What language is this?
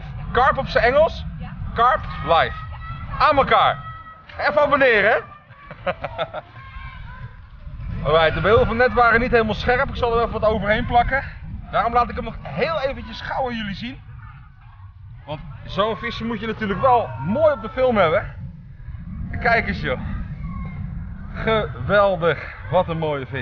Dutch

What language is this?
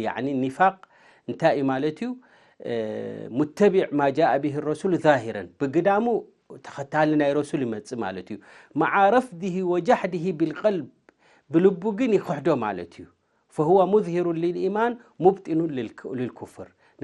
Tigrinya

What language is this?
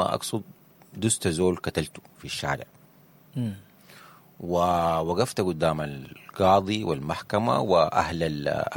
Sudanese Arabic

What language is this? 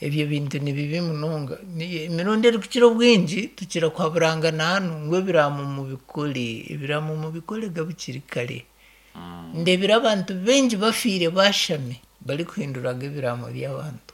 Nyankole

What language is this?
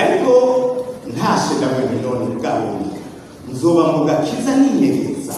Rundi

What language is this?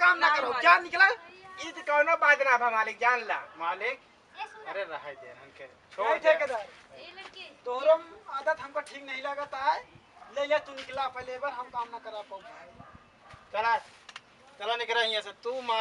Awadhi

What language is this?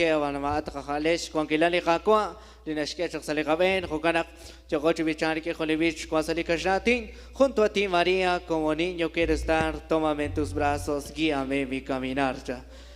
Kekchí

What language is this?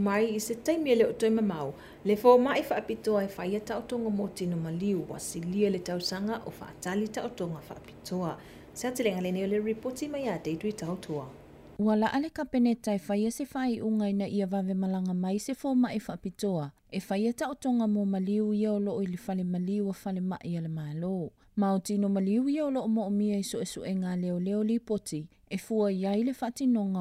Samoan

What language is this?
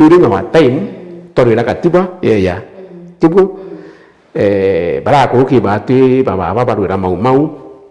Meru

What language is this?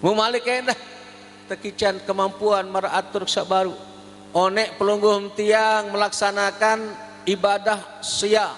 Sasak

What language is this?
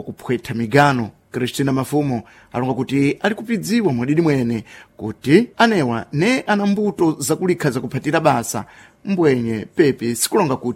Sena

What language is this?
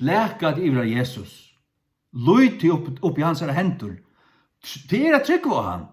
Faroese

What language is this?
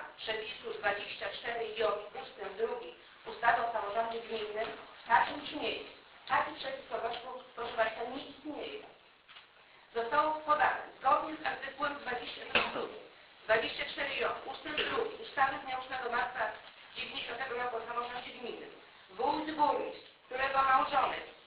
Polish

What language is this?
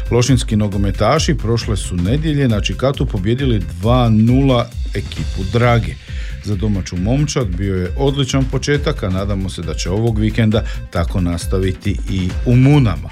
Croatian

